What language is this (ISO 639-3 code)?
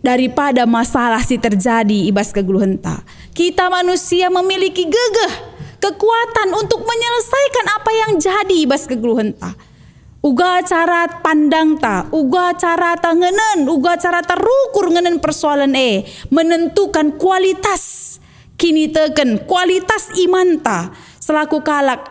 btx